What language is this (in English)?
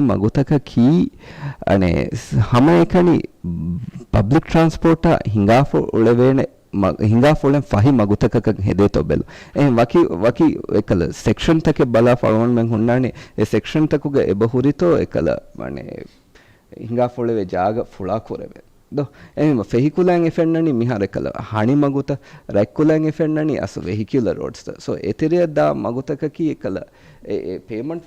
Divehi